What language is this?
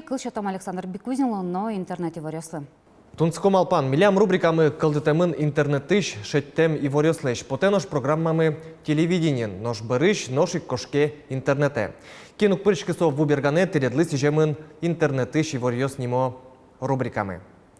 Udmurt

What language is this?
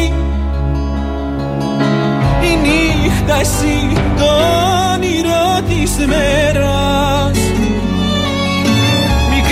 Greek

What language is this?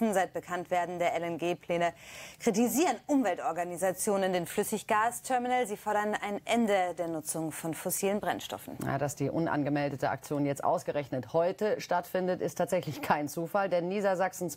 German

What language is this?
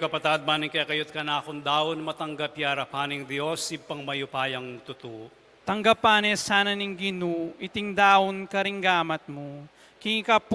Pampanga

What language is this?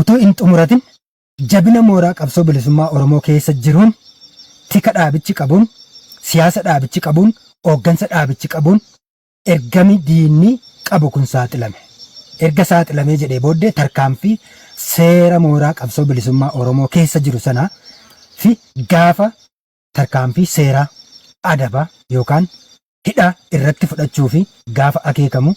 Oromo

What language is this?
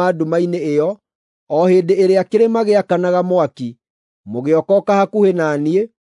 Kikuyu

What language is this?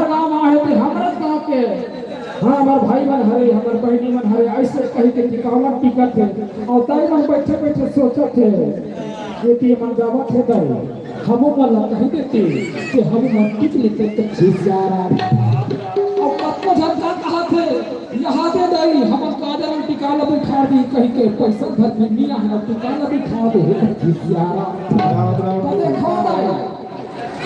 Chhattisgarhi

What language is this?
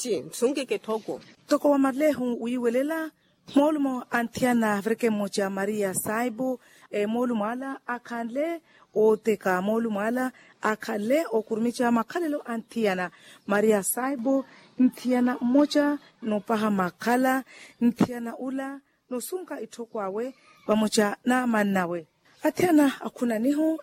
Makhuwa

